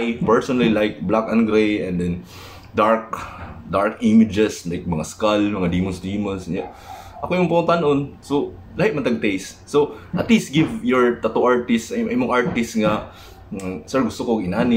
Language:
Cebuano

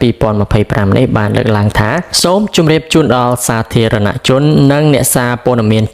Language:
Khmer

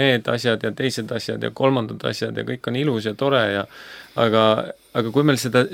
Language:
Estonian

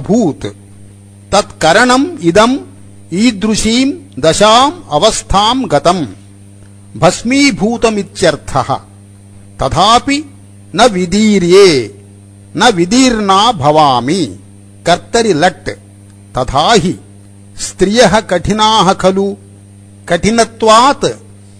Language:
Sanskrit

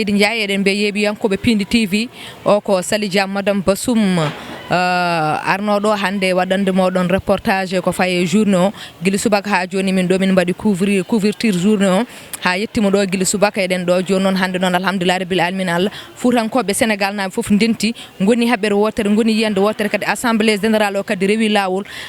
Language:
Fula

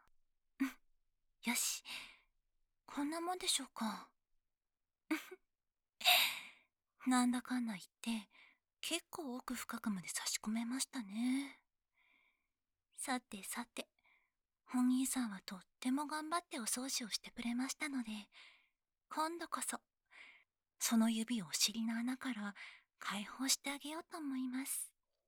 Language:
Japanese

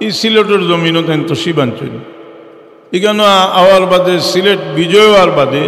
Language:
Sylheti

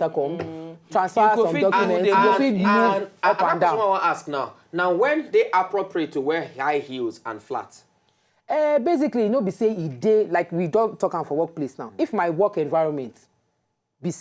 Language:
Nigerian Pidgin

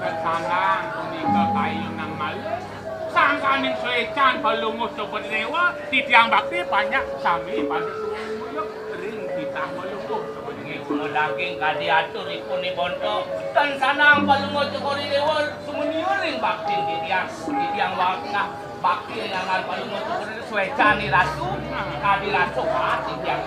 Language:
Balinese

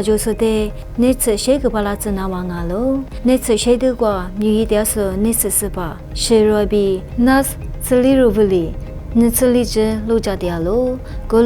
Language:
Lisu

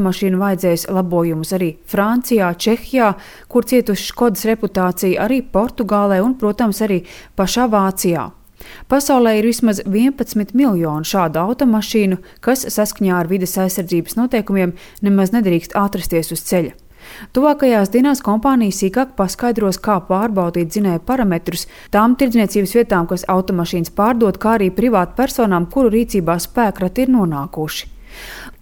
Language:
Latvian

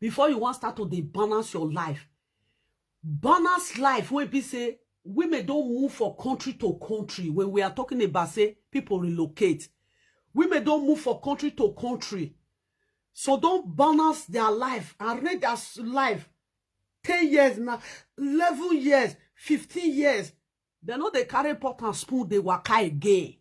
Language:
Nigerian Pidgin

